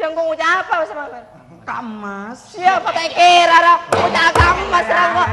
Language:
Madurese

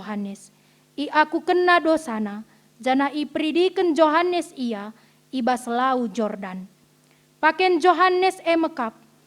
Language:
Batak Karo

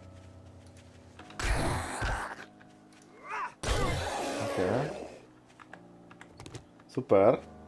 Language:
Hungarian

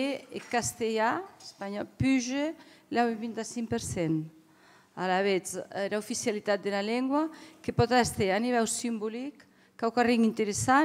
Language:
Occitan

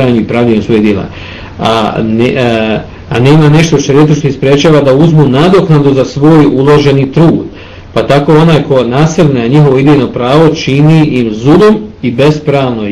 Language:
Bosnian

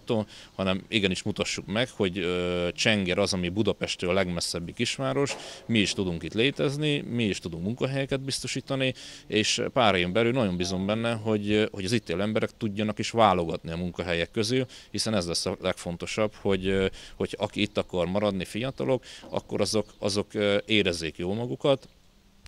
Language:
Hungarian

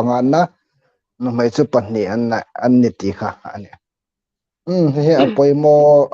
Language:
Hmar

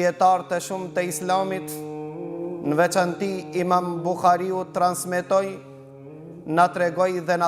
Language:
Albanian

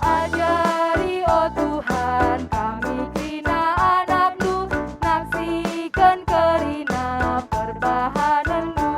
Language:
Batak Karo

